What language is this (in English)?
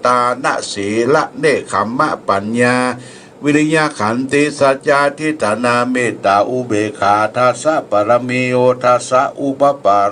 Pali